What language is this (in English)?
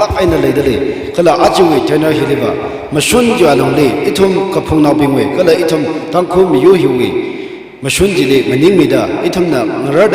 Tangkhul Naga (India)